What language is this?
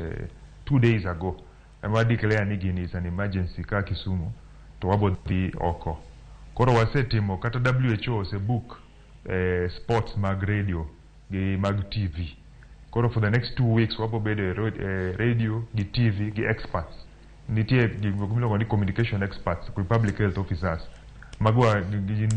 Luo (Kenya and Tanzania)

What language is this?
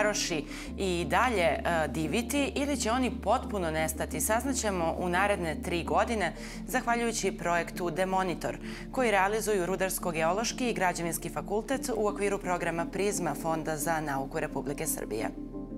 Serbian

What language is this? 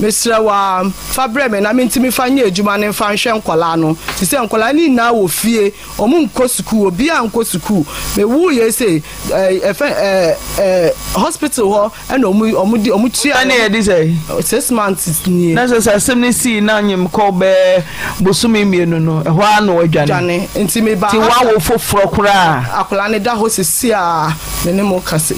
Akan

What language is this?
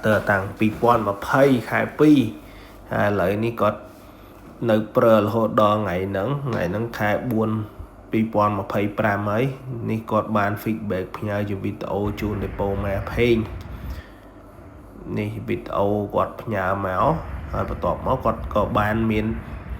Khmer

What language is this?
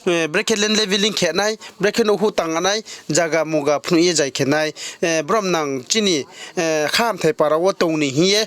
Riang (India)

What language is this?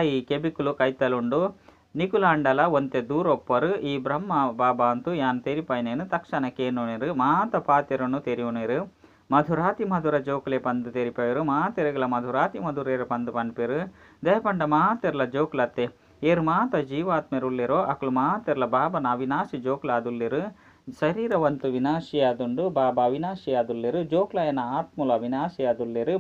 Tulu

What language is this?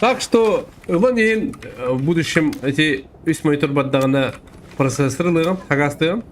Yakut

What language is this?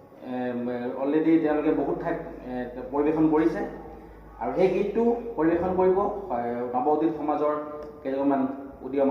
Assamese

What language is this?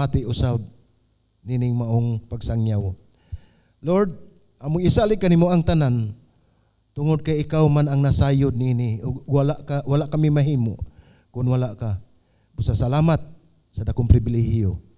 Cebuano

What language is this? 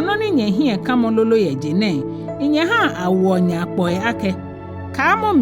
Ga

